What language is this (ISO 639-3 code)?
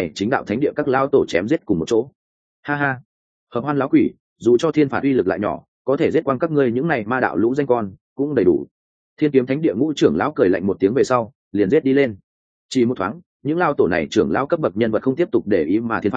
vie